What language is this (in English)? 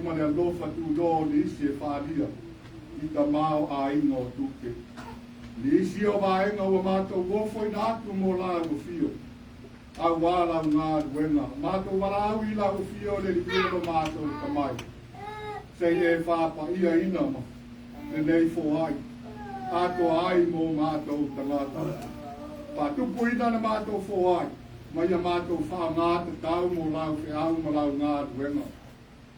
Samoan